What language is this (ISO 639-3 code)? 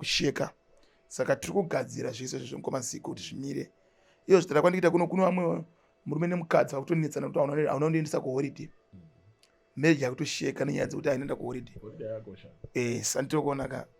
sna